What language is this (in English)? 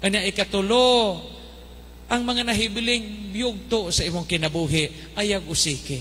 Cebuano